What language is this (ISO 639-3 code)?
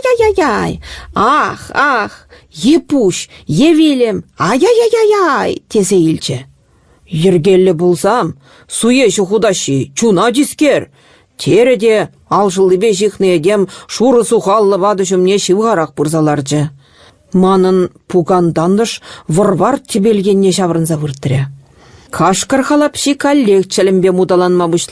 chv